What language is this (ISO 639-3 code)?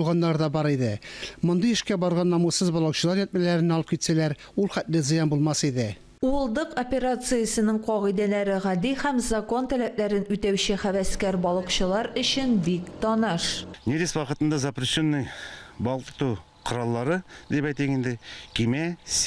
tat